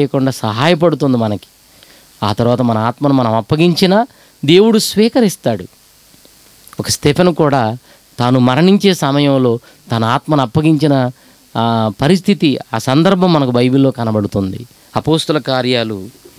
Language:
Telugu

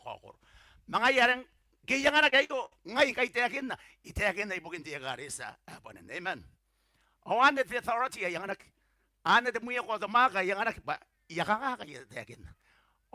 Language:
Gilbertese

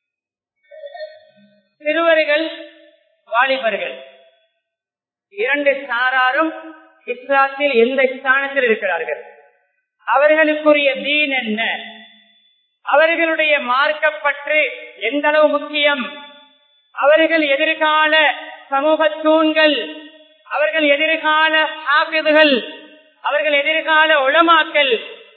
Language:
Tamil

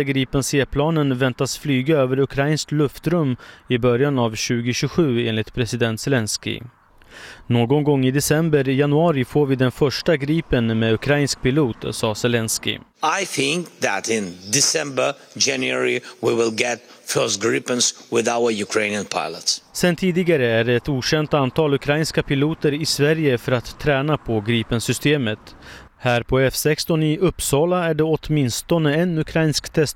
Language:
Swedish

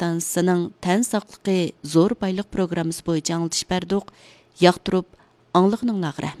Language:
Uyghur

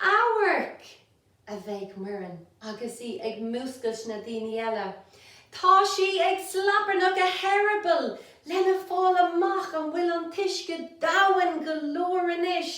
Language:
Irish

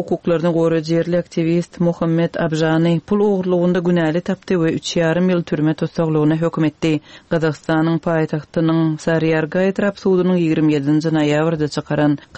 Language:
Turkmen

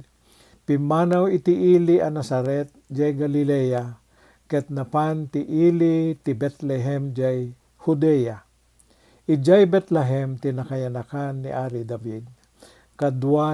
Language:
Iloko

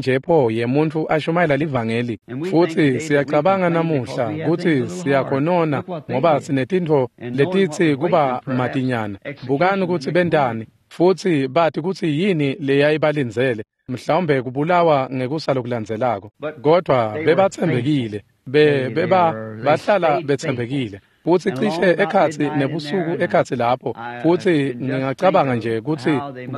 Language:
Swati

